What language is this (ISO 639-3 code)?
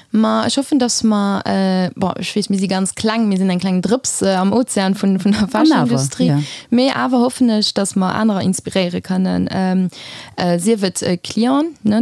ltz